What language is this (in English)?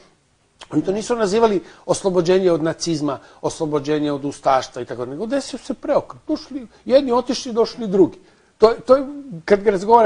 Croatian